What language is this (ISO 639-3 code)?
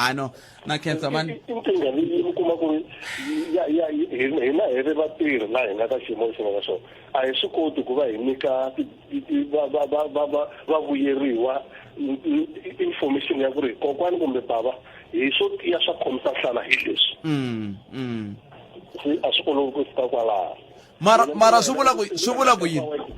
tso